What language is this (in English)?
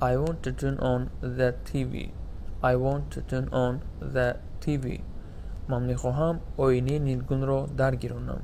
Tajik